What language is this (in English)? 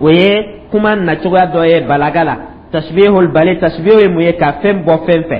Dyula